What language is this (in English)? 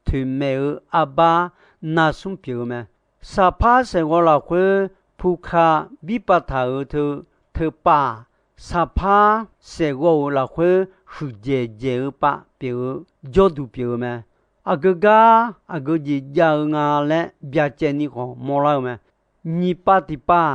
Akha